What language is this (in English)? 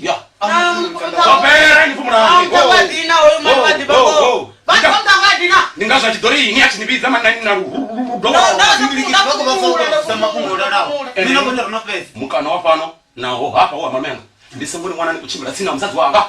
Venda